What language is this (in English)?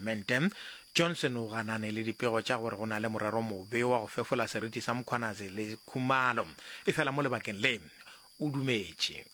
Northern Sotho